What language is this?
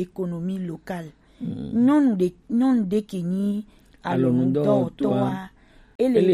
Gen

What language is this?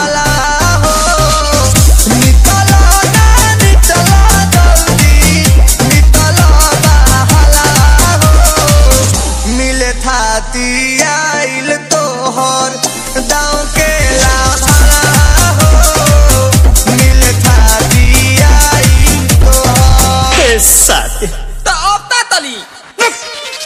Bhojpuri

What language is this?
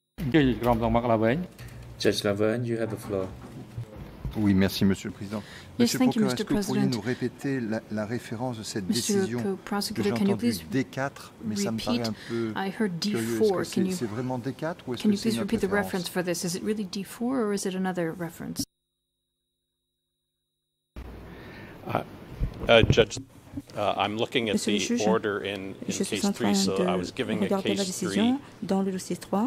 French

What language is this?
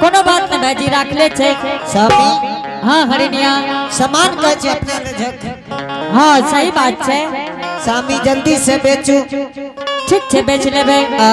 Angika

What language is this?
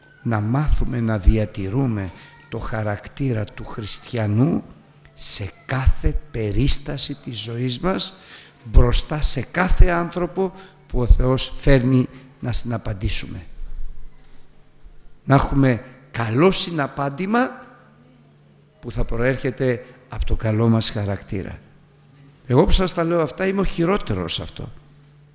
Greek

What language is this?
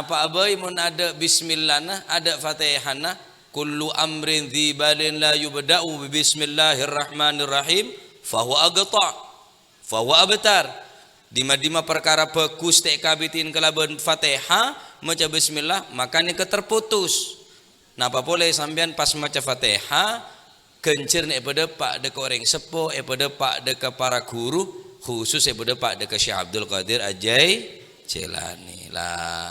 Madurese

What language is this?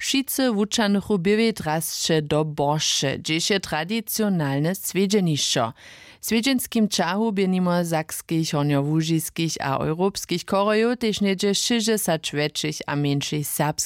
Upper Sorbian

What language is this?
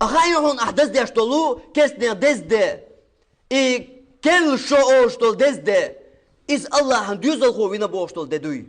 Chechen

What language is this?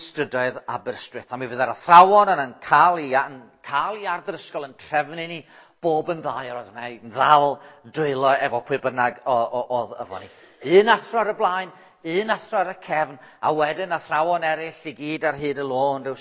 Welsh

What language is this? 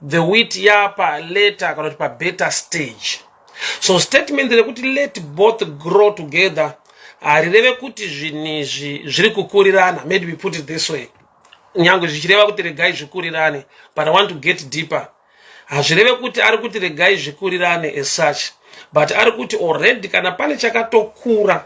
Shona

